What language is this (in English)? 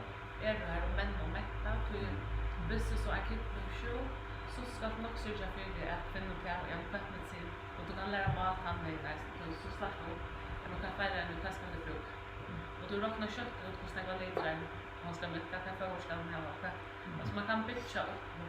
Faroese